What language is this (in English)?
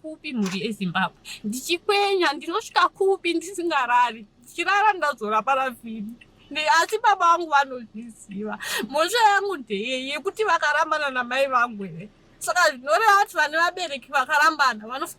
Shona